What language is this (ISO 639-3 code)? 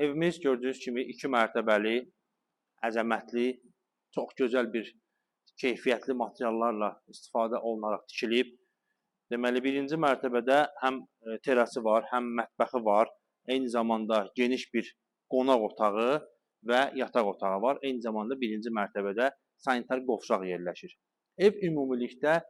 aze